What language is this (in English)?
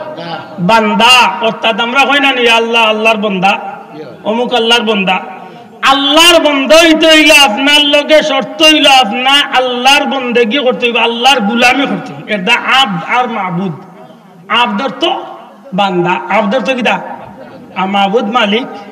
Sylheti